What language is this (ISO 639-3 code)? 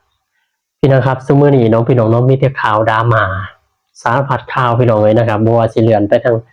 tts